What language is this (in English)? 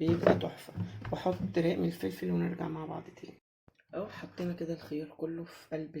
Egyptian Arabic